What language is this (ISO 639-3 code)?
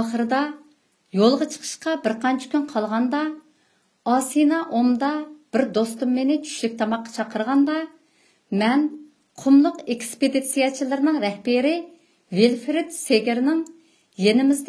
uig